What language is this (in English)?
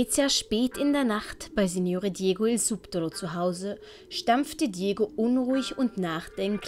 Swiss German